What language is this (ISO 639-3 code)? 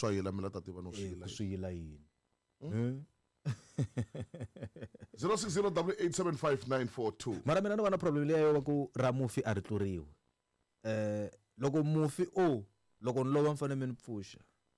tso